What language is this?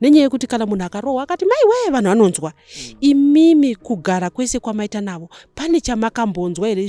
Shona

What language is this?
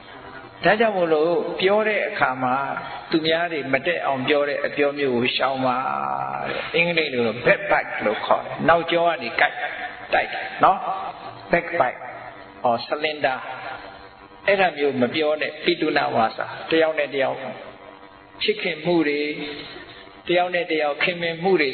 Burmese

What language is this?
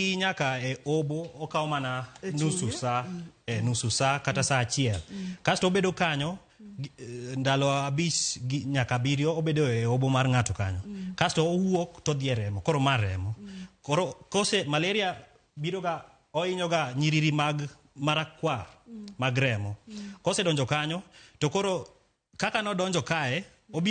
Luo (Kenya and Tanzania)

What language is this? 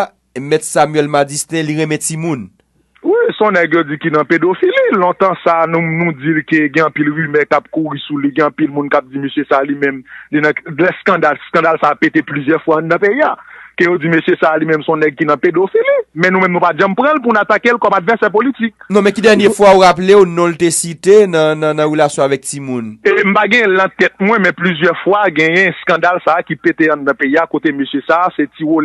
Haitian Creole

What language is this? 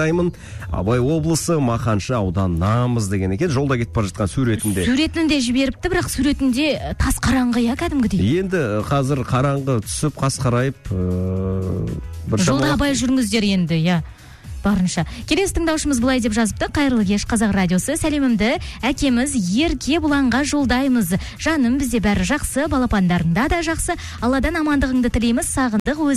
Kazakh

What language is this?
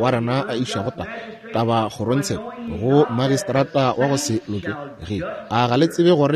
Northern Sotho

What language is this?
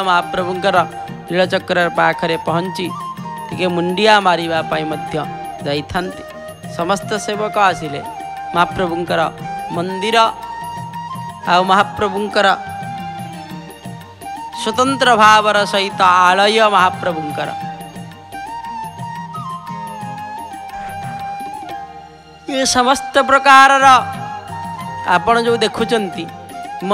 Odia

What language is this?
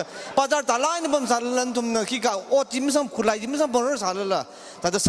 Tangkhul Naga (India)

